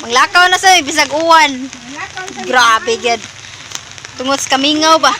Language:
Cebuano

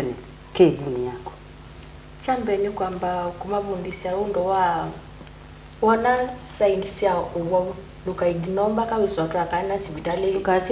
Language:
Kamba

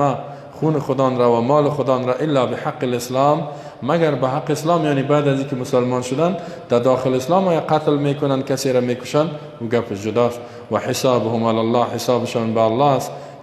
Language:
Persian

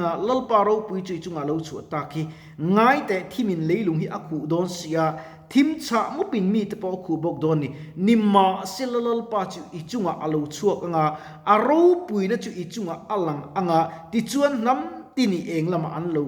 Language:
Mizo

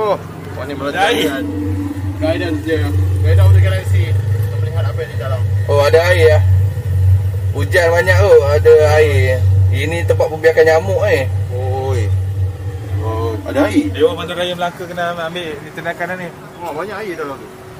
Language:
Malay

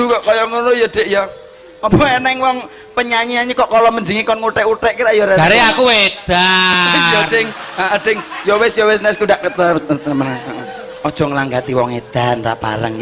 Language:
Javanese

